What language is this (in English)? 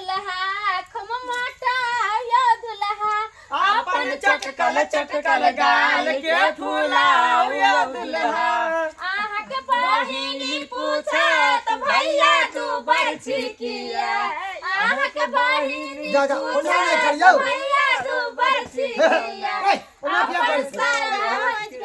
Maithili